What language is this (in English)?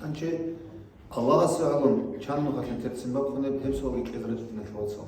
Avaric